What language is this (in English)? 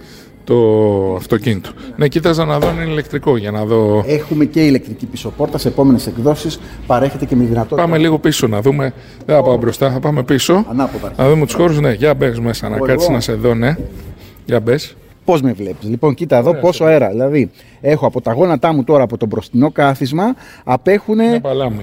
Greek